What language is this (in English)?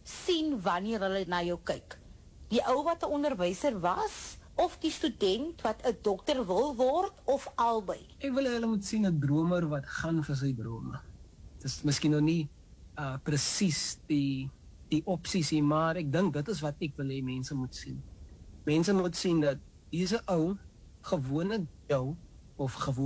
Afrikaans